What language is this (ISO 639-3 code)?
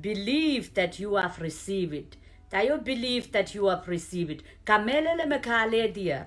pon